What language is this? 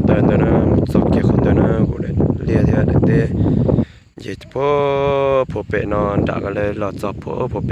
Hmong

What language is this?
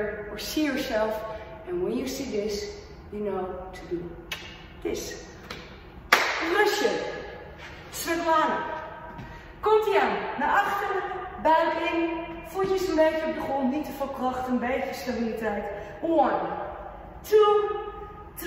Dutch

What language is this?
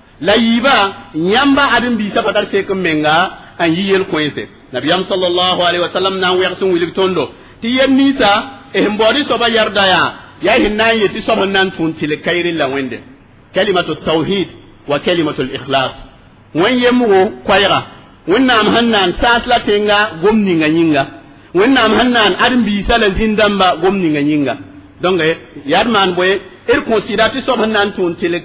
Mossi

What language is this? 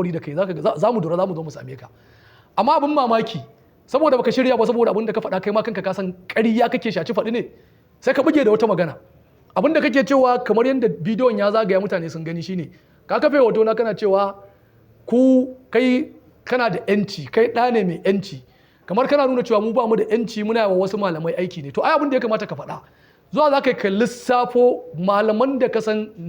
Hausa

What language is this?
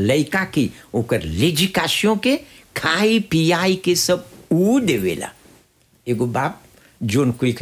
Bhojpuri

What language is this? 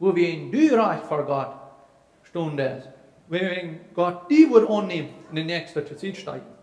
Plautdietsch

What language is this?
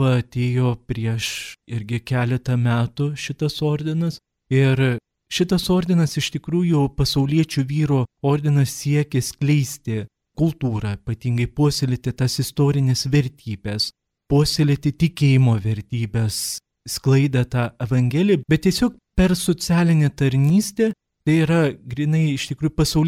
Lithuanian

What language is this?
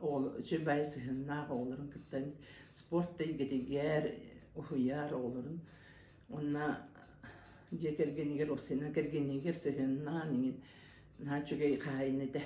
Yakut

